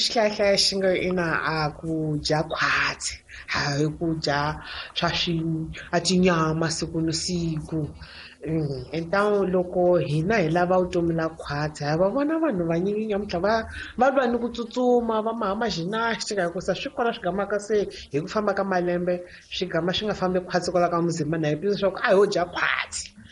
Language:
Tsonga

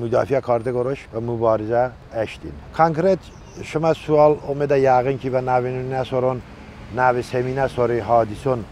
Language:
Talysh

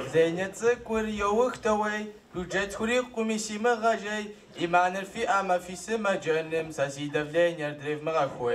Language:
Kabardian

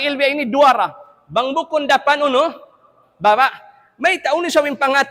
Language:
Tausug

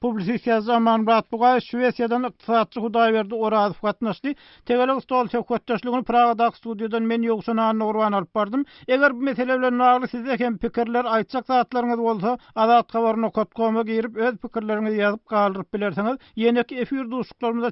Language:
Turkmen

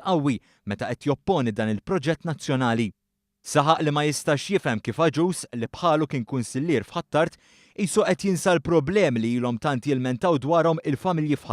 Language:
Maltese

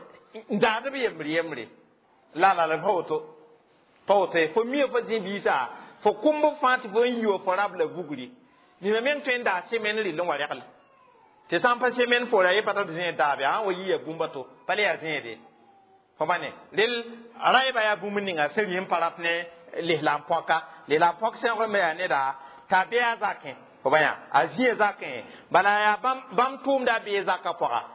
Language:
Mossi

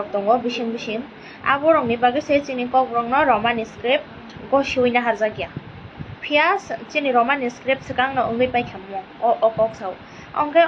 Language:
Kok Borok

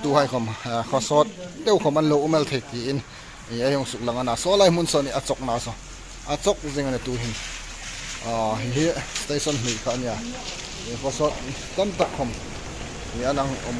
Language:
Hmar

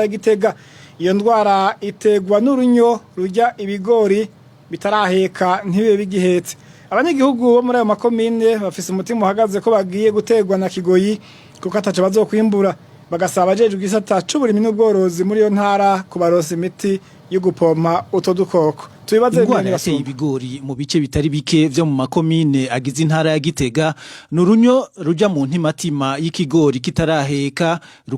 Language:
Rundi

